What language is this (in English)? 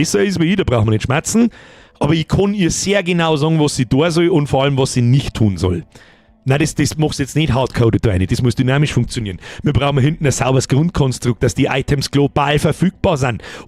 Bavarian